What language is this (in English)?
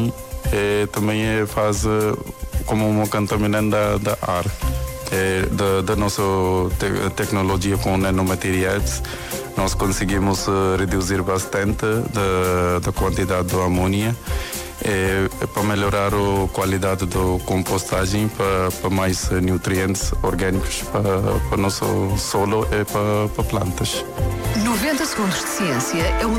Portuguese